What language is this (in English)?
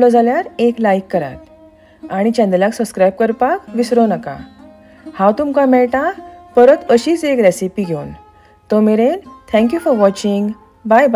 Konkani